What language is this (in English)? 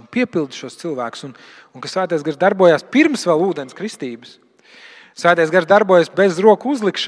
Latvian